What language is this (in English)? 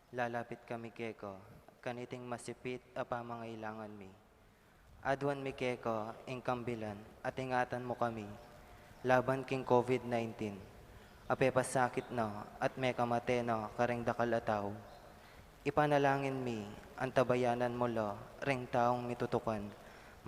Pampanga